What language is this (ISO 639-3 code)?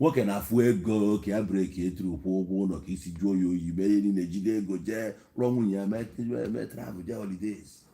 ibo